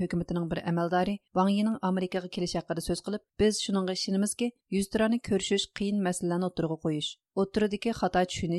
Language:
Uyghur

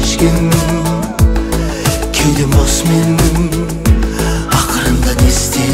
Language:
Kazakh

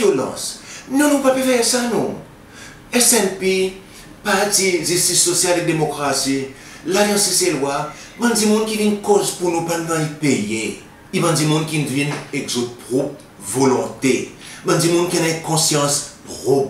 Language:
Seselwa Creole French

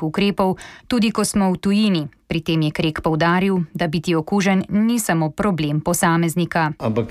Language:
Slovenian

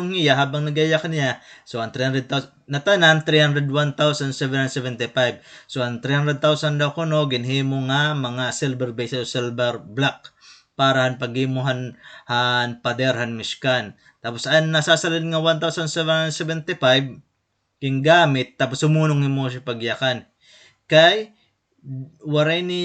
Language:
Waray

